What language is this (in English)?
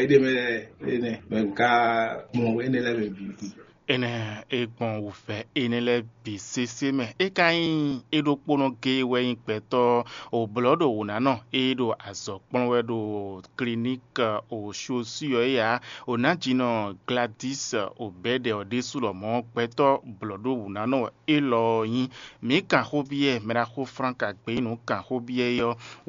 Fon